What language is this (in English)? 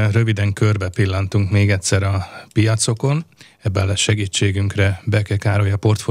Hungarian